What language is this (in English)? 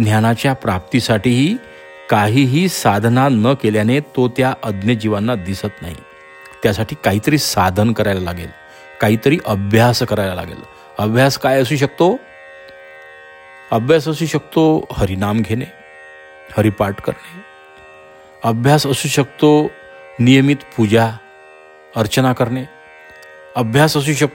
Marathi